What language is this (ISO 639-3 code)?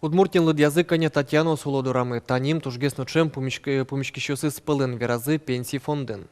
udm